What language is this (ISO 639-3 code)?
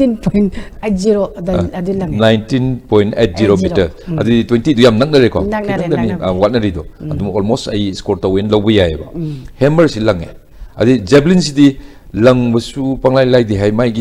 mni